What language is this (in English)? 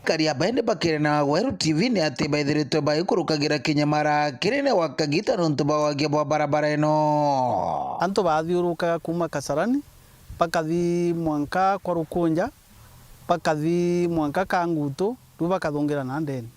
Meru